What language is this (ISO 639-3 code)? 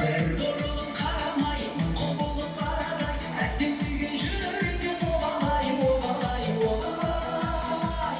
kaa